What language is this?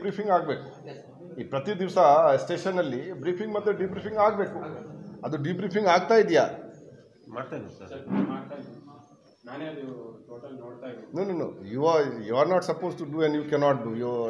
Kannada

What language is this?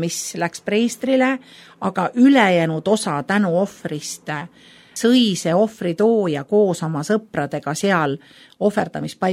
Estonian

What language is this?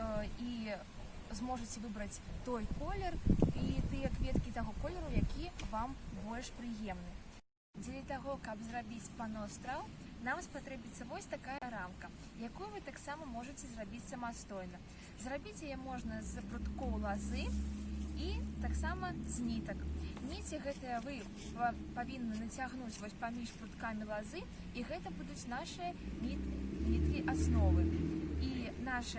Belarusian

